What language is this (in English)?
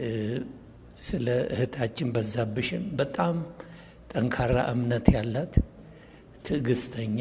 Amharic